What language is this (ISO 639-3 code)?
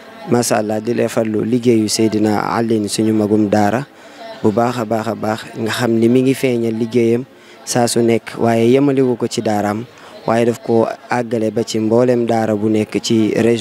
wol